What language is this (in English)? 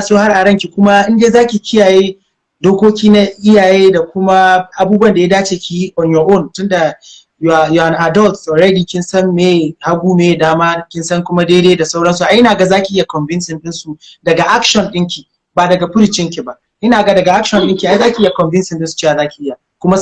Hausa